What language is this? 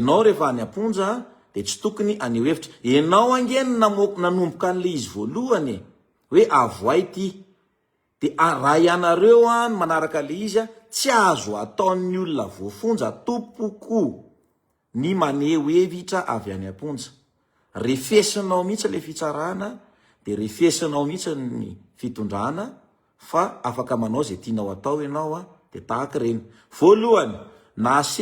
Malagasy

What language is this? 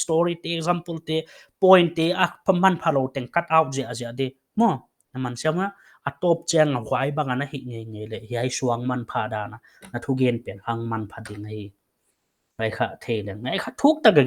Paite Chin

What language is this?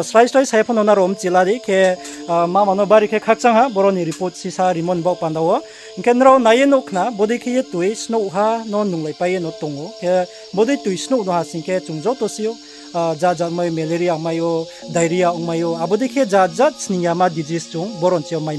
Riang (India)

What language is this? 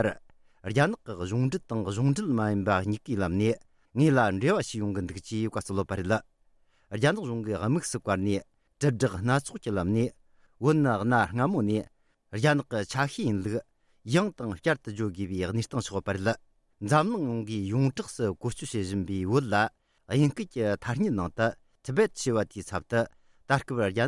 Tibetan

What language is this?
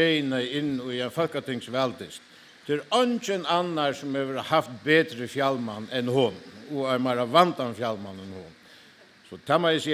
Faroese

